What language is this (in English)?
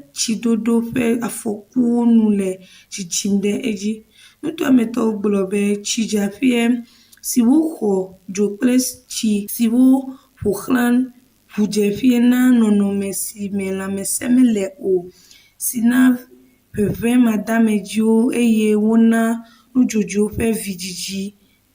Ewe